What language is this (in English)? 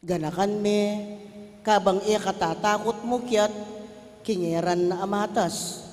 Pampanga